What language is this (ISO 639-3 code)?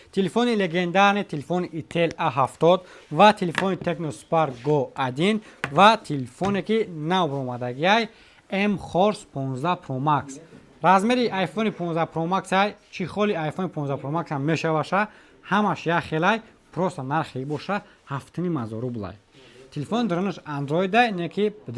tgk